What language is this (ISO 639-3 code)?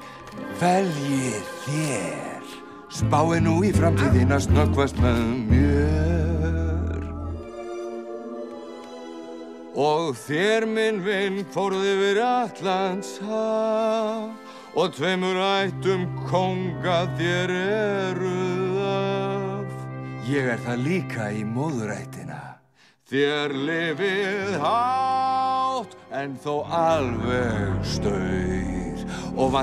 isl